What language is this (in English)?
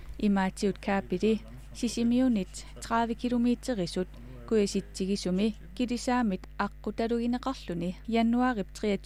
Kalaallisut